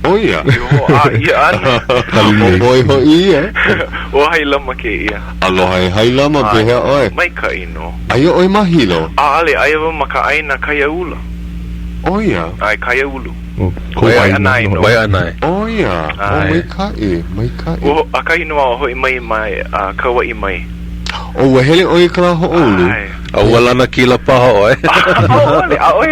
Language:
Hawaiian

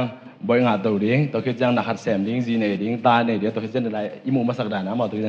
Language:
Tedim Chin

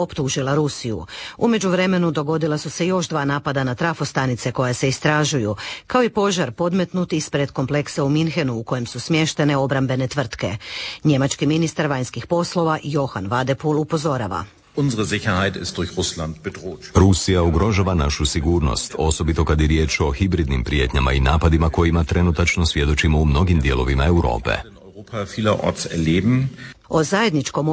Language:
Croatian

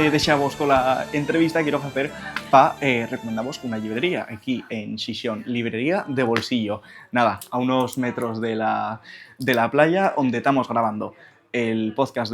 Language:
Asturian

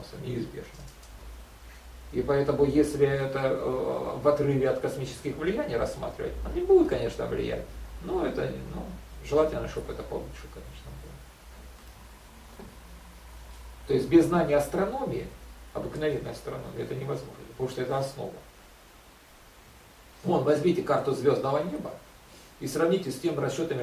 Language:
Russian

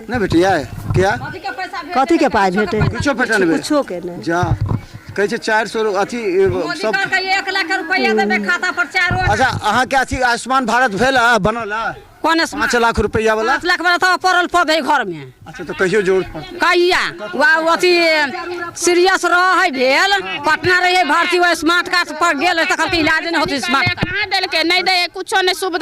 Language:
Maithili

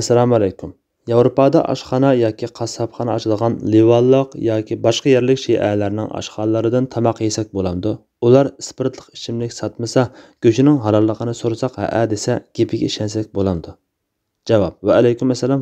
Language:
Uyghur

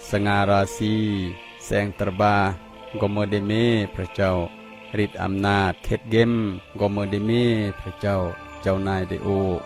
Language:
Khmu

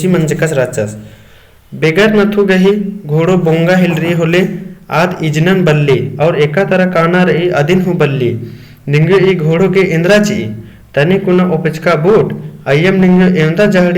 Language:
Kurukh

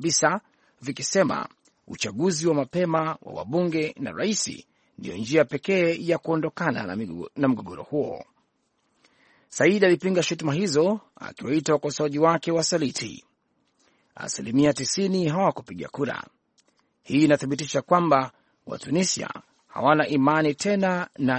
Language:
Swahili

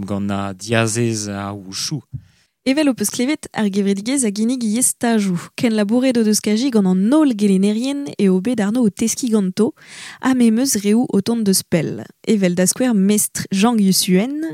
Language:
Breton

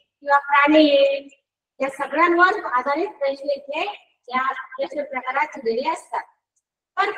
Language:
Marathi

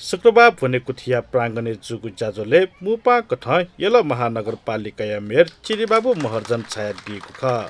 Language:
Newari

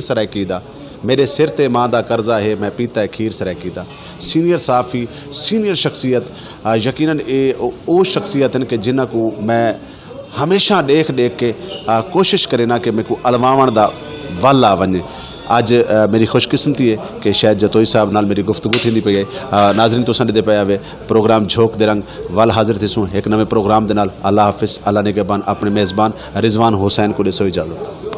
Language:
Saraiki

